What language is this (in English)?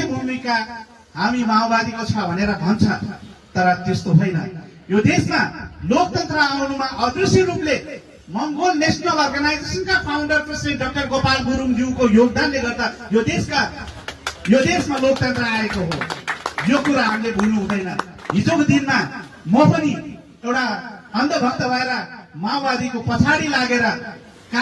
Nepali